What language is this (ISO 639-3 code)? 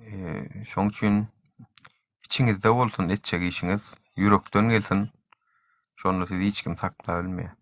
tuk